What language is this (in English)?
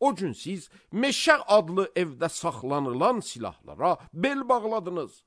Azerbaijani